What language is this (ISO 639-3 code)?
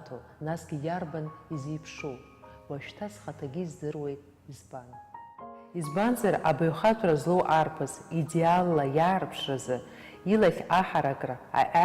abk